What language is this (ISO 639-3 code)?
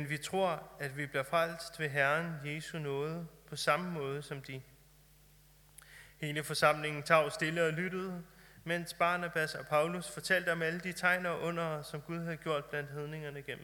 dan